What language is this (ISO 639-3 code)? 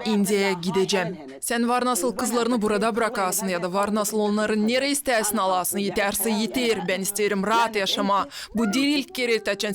gag